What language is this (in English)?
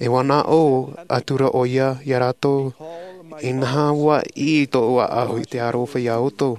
Tahitian